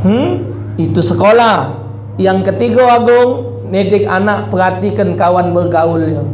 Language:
Musi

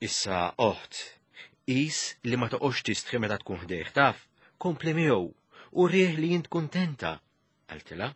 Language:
Maltese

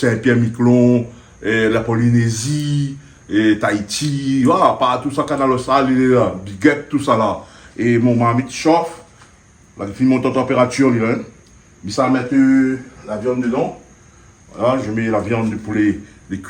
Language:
Réunion Creole French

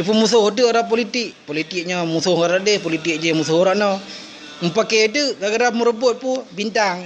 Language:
Achinese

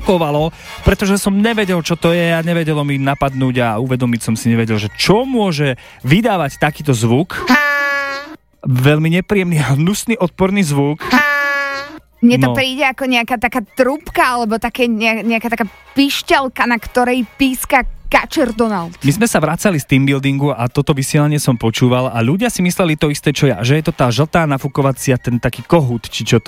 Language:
Slovak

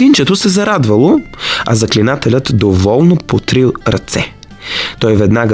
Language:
Bulgarian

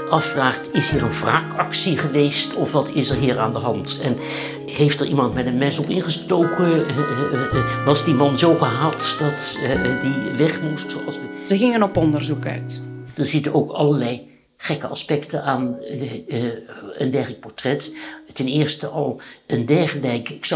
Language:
Dutch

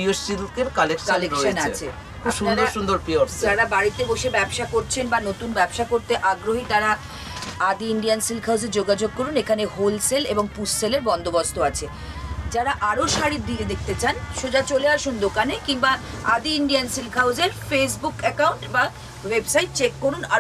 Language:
Bangla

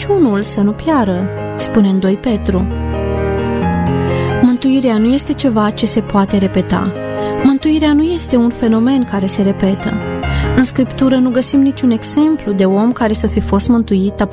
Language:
Romanian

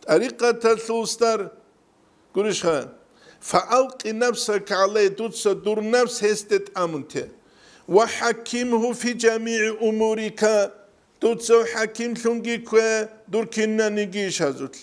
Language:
Avaric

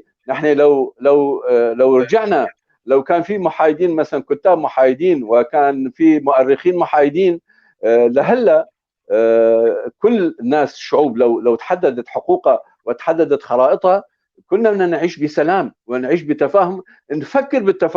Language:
North Levantine Arabic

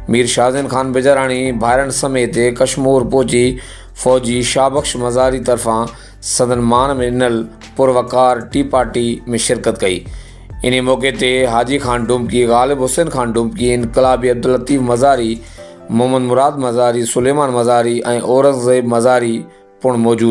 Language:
Sindhi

